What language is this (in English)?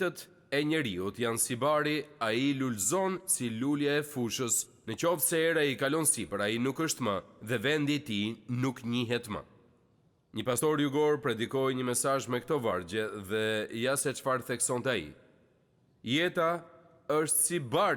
Albanian